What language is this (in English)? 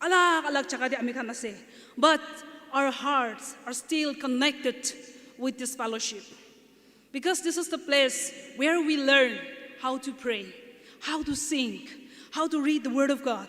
Naga Pidgin